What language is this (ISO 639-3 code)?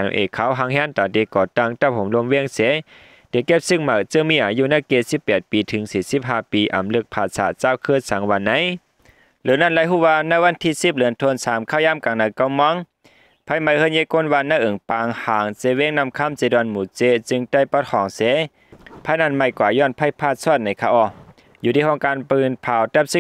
shn